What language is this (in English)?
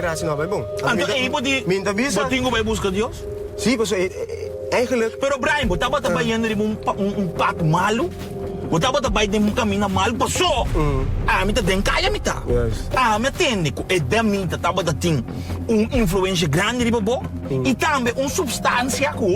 Papiamento